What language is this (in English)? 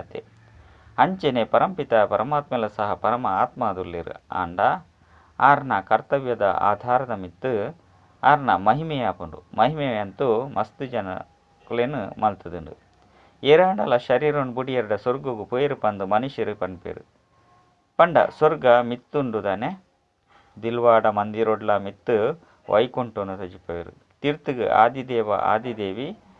Tulu